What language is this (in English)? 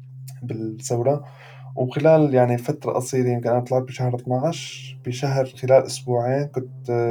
North Levantine Arabic